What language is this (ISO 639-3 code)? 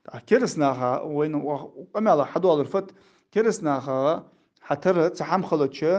inh